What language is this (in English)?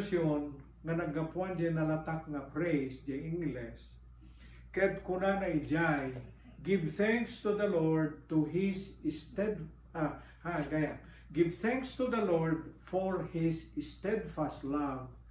Iloko